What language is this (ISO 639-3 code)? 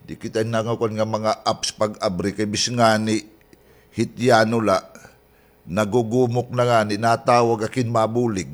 war